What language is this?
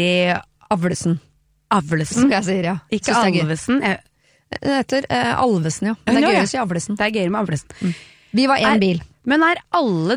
Norwegian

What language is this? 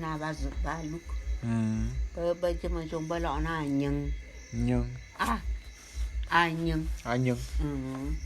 Bulu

